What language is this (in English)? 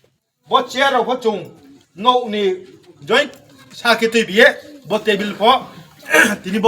Riang (India)